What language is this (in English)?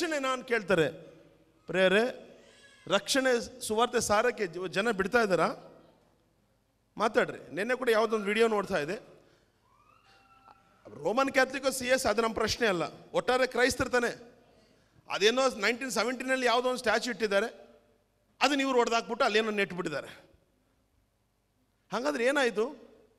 Kannada